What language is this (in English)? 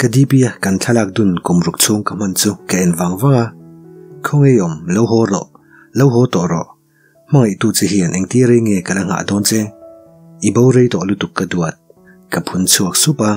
Mizo